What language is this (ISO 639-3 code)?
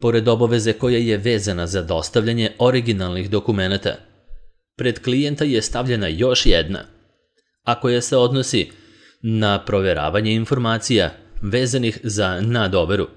srp